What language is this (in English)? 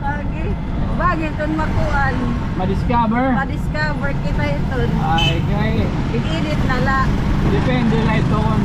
Waray